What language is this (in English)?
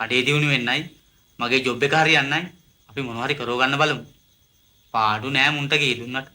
Sinhala